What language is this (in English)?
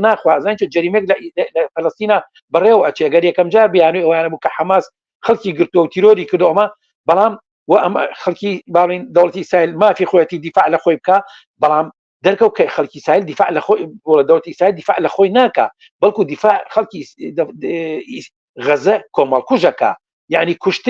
Central Kurdish